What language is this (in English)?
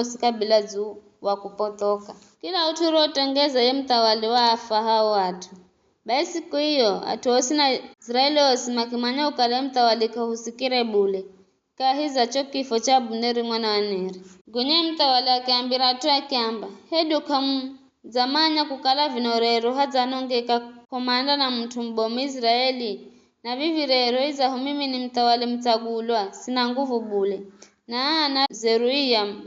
Giryama